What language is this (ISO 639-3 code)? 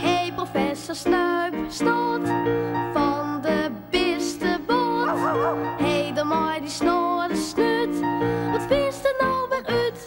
fry